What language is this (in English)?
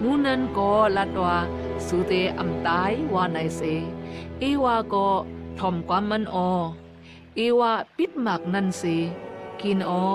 Shan